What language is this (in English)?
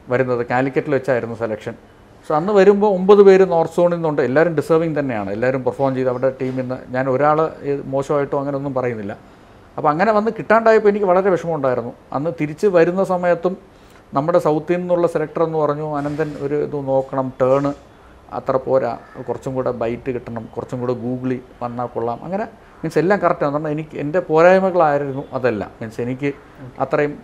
Malayalam